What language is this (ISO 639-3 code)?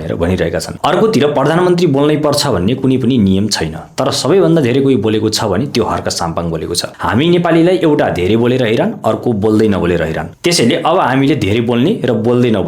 nep